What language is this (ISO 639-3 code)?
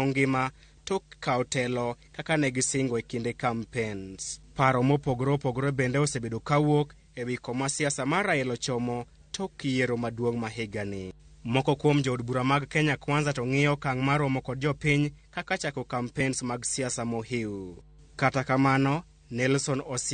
luo